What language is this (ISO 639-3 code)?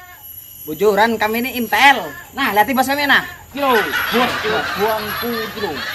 bjn